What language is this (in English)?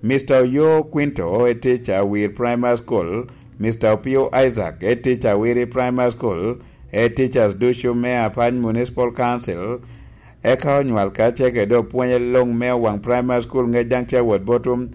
Lango (Uganda)